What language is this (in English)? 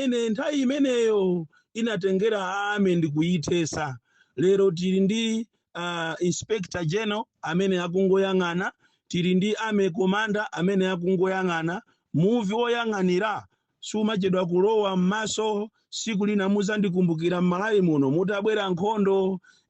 Nyanja